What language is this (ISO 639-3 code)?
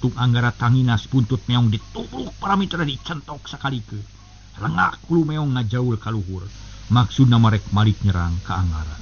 sun